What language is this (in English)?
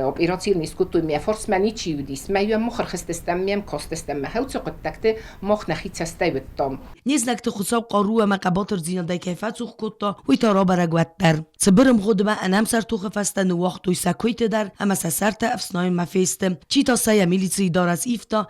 Ossetic